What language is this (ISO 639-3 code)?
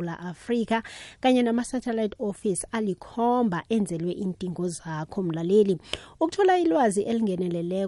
nbl